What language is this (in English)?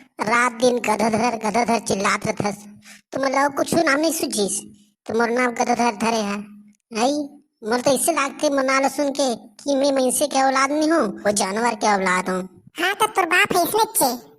Chhattisgarhi